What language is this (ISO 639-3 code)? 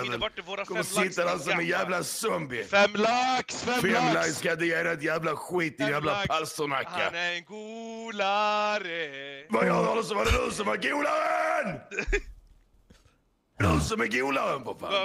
swe